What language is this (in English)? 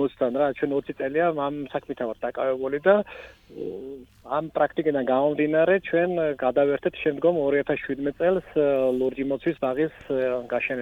Georgian